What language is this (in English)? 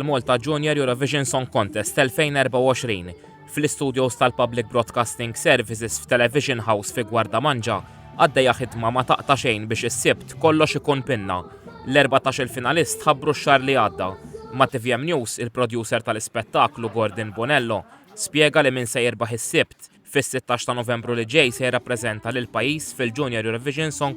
Maltese